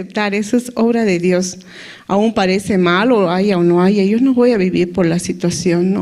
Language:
Aymara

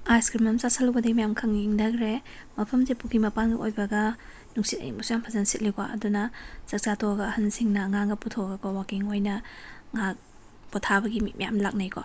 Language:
Manipuri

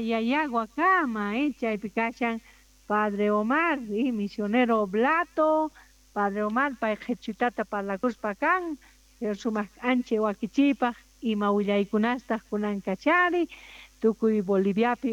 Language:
South Bolivian Quechua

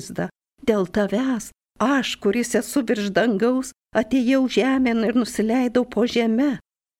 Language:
Lithuanian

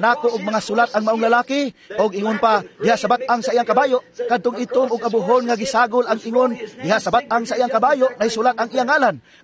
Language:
Cebuano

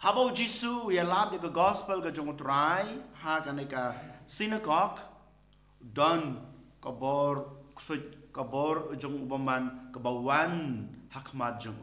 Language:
Khasi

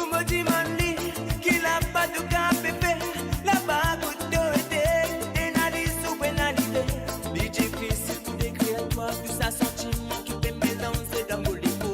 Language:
Morisyen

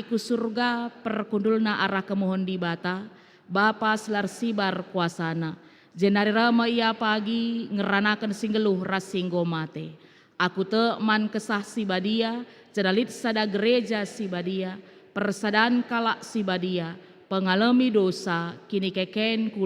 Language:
Batak Karo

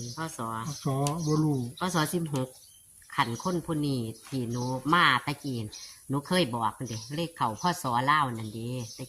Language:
Northeastern Thai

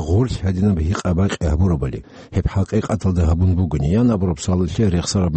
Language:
Avaric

